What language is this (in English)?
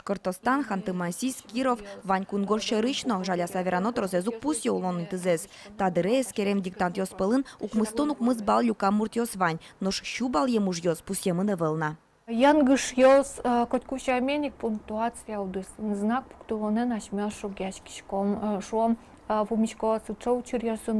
Udmurt